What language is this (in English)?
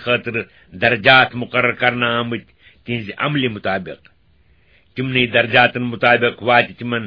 Kashmiri